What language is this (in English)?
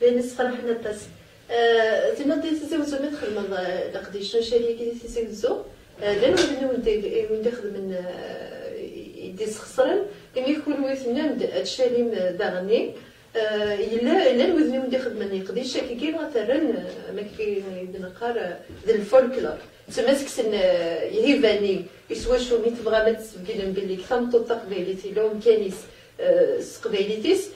Kabyle